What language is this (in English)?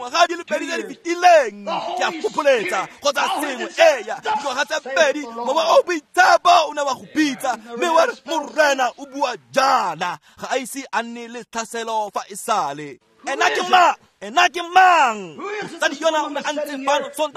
Tswana